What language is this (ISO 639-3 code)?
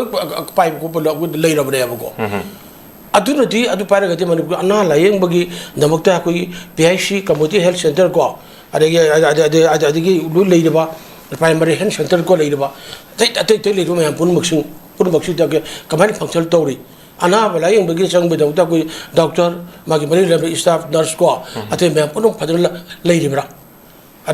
mni